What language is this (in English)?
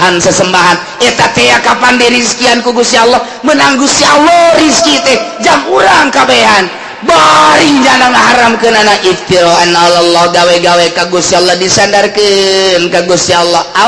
Sundanese